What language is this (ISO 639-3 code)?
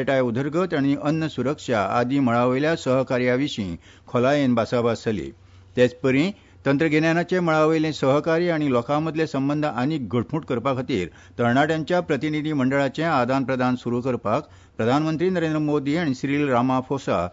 kok